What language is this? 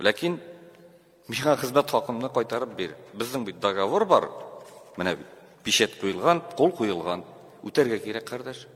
Tatar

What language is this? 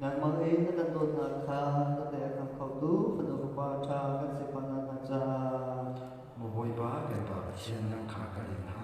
Hakha Chin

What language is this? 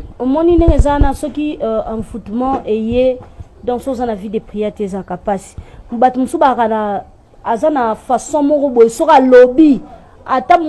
Lingala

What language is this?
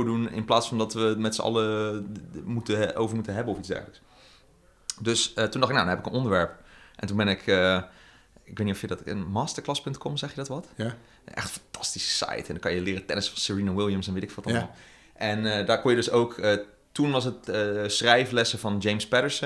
Dutch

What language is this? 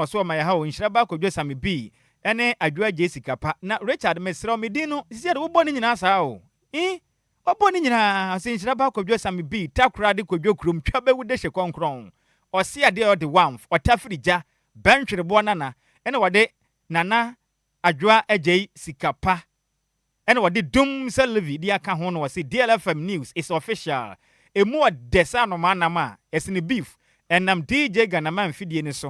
Akan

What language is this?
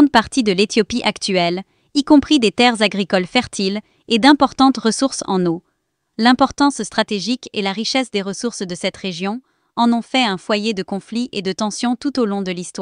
French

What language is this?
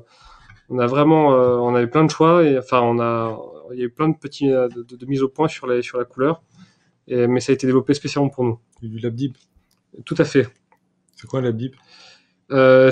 French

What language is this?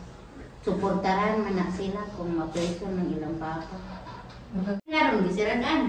Cebuano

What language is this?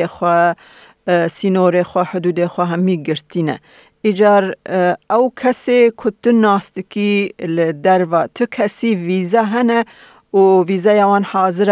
Kurdish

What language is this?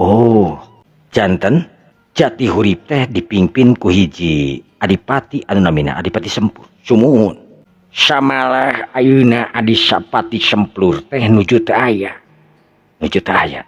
Sundanese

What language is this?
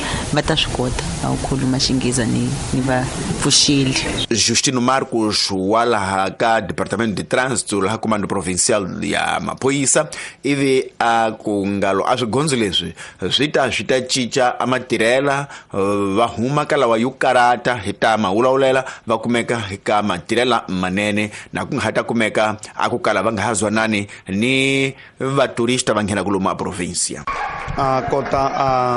Tsonga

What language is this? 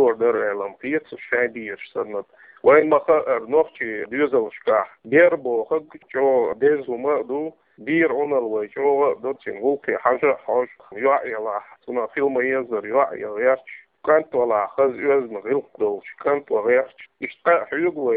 Chechen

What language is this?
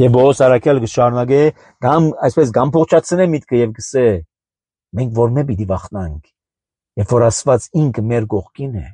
Armenian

